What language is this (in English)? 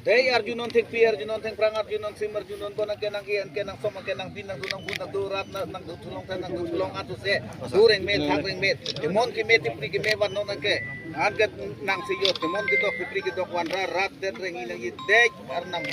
Karbi